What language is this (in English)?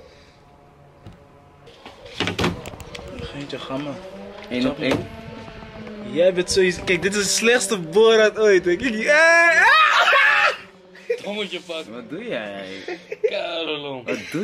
Dutch